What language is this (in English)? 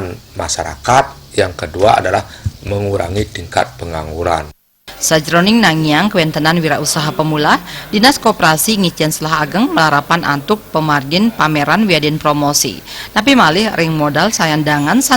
Balinese